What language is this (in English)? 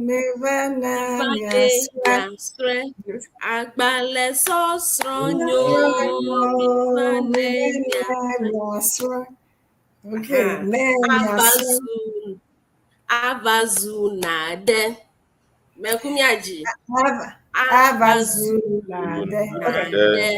Ewe